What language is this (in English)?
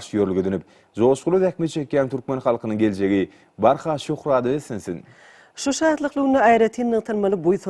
Turkmen